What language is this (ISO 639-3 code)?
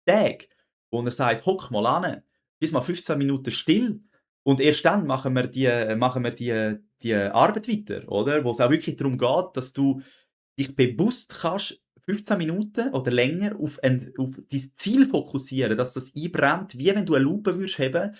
gsw